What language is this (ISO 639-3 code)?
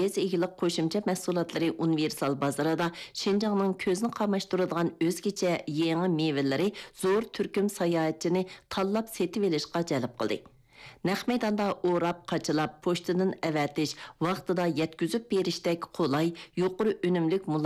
uig